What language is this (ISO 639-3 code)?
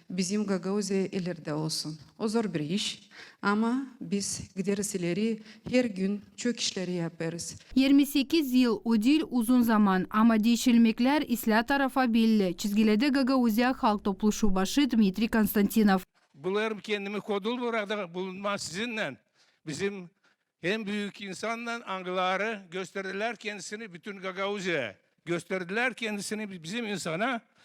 gag